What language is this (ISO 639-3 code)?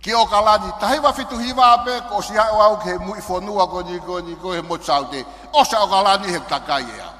ton